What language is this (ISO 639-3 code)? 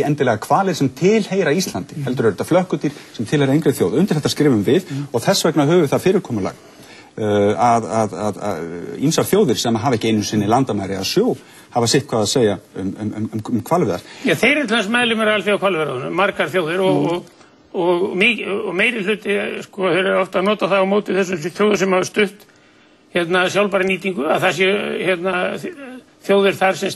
isl